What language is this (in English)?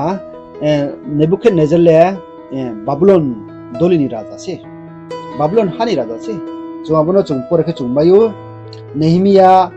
Riang (India)